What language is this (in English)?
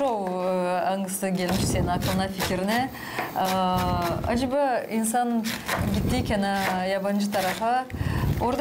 Gagauz